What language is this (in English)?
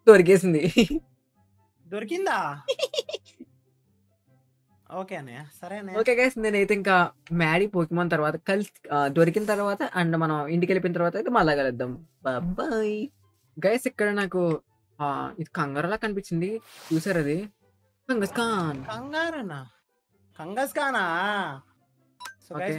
Telugu